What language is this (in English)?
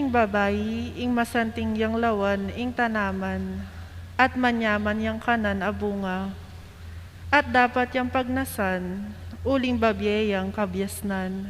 Pampanga